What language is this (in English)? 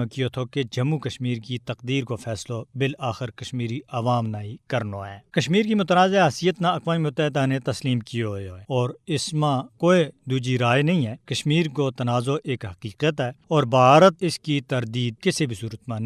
Gujari